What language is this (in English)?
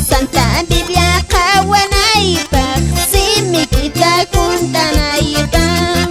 Quechua